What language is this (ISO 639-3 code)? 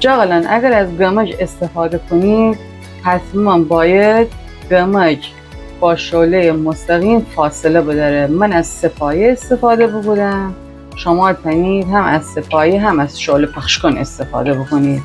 glk